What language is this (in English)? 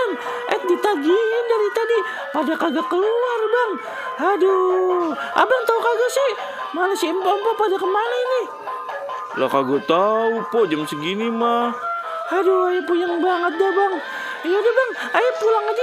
Betawi